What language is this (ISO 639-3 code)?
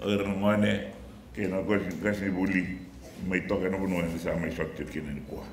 fij